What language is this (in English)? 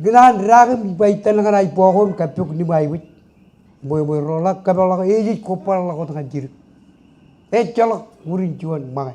Marshallese